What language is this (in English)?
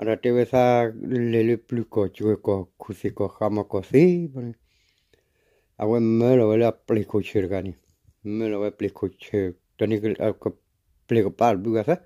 S'gaw Karen